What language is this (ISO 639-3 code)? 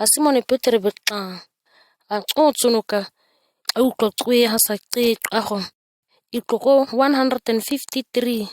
gnk